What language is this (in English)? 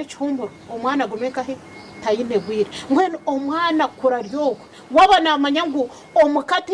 Nyankole